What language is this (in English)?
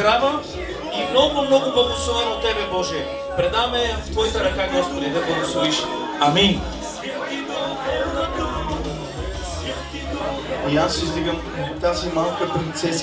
Bulgarian